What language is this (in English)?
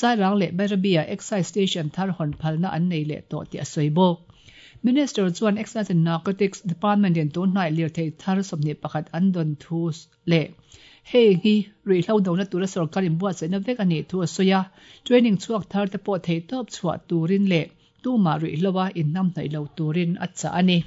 Mizo